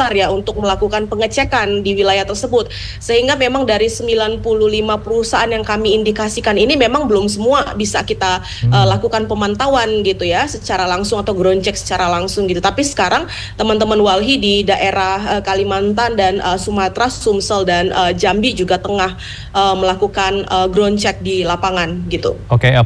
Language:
Indonesian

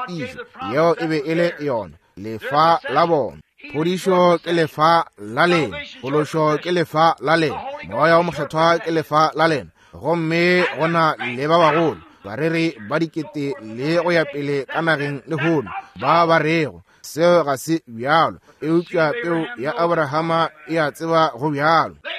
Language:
Northern Sotho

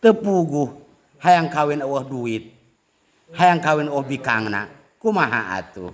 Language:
Sundanese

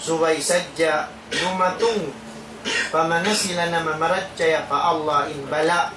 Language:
Tausug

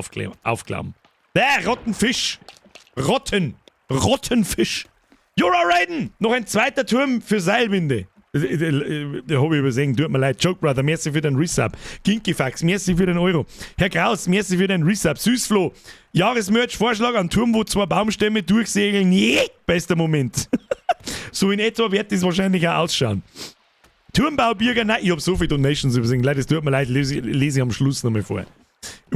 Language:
Bavarian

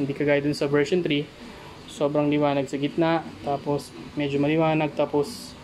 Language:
Filipino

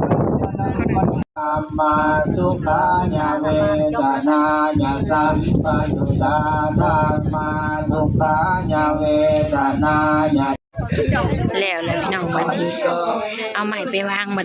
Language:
Lao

